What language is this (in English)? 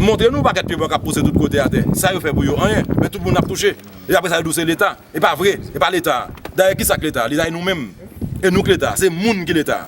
Haitian Creole